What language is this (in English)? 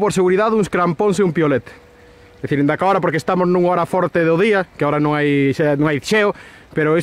Galician